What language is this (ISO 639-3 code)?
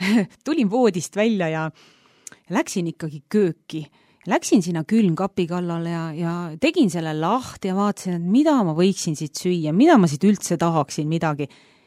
est